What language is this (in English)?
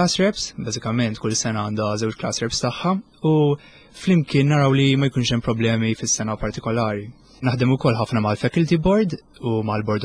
Maltese